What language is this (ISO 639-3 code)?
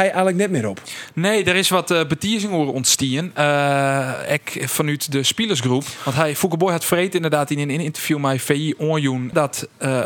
fry